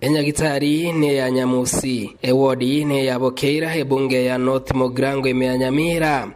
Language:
Gusii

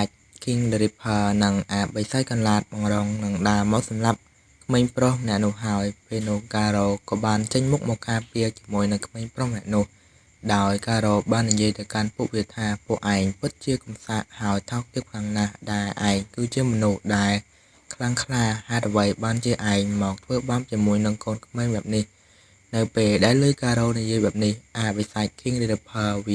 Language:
Khmer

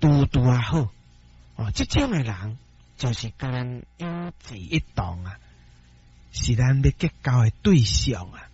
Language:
Min Nan Chinese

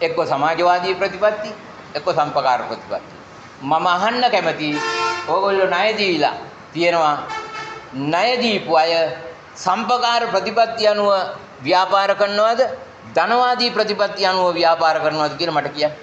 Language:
Sinhala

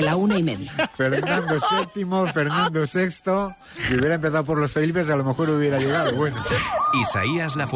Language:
Spanish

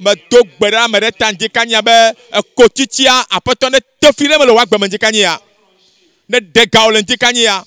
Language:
Ewe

